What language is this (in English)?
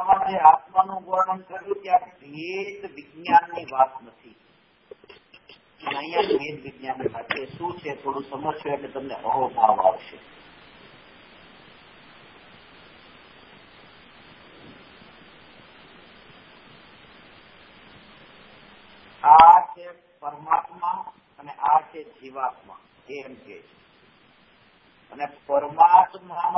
Gujarati